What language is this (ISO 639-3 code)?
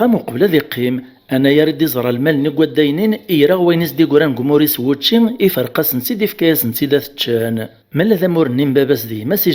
kab